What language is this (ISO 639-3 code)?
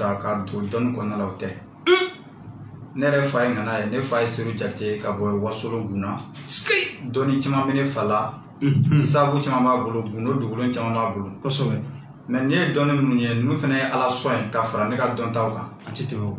bam